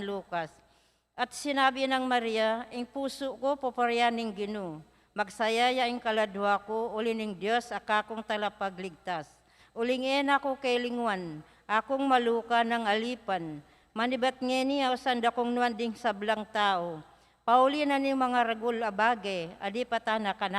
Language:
Pampanga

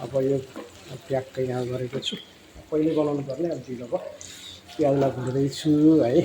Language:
Nepali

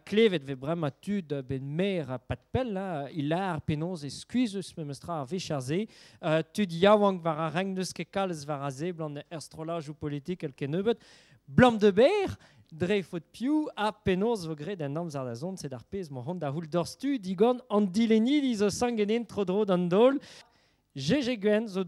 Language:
Breton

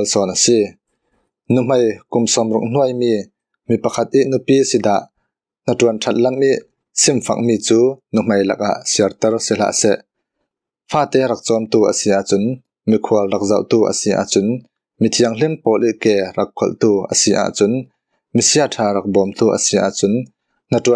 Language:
Falam Chin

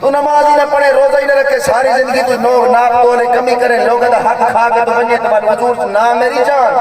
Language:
Saraiki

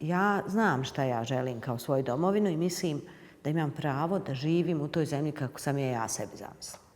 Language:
Bosnian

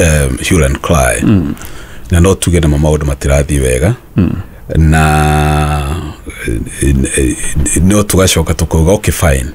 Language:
Kikuyu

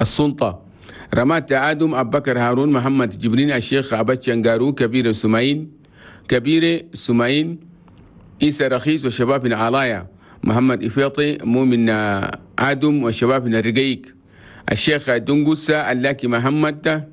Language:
Chadian Arabic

